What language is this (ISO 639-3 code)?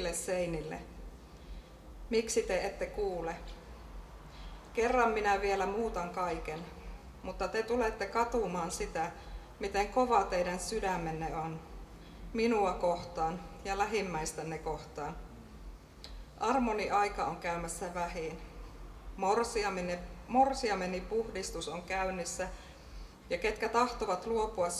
fin